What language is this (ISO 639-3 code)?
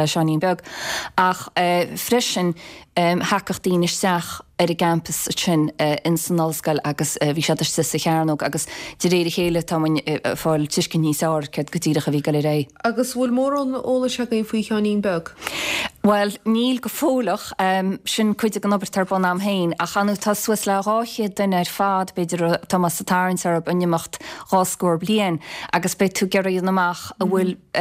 gle